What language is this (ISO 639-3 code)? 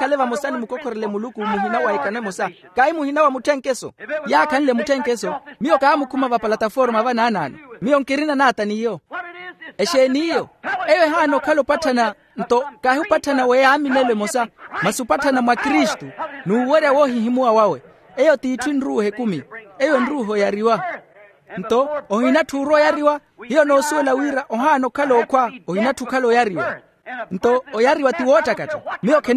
vmw